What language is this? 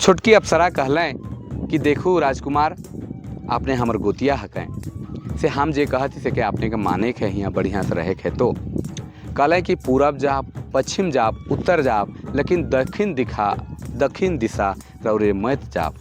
Sadri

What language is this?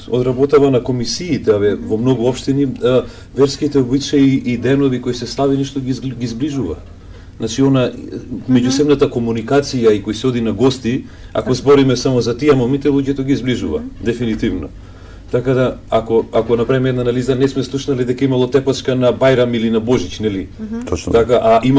Macedonian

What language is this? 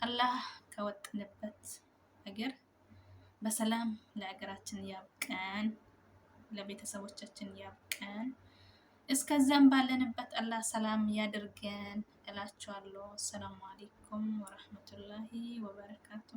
Amharic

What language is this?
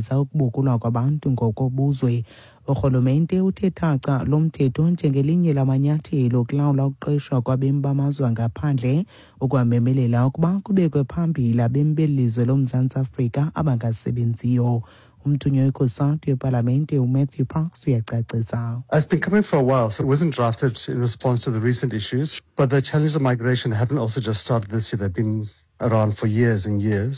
Xhosa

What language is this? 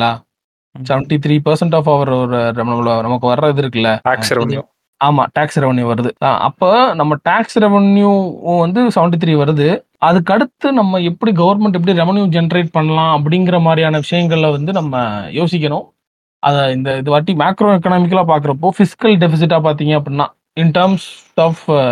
Tamil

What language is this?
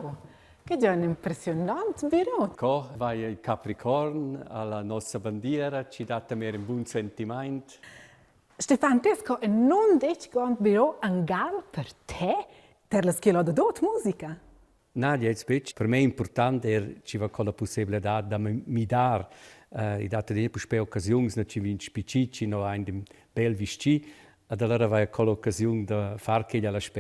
Romansh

